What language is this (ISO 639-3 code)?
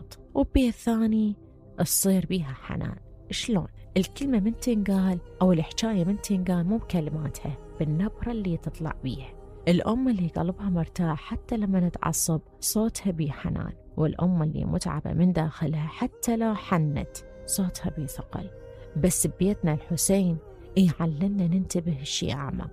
acm